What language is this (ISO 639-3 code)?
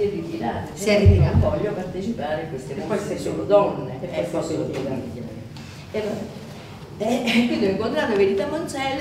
ita